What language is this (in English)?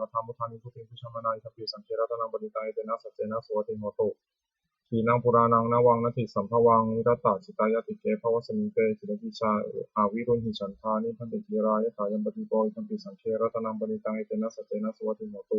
Pali